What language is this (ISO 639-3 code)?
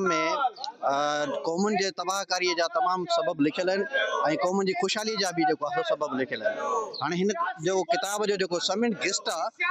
snd